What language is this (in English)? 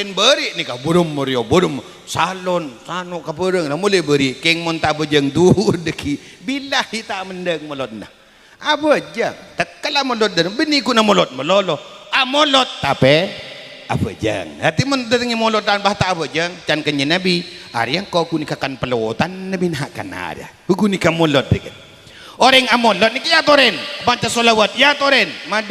Madurese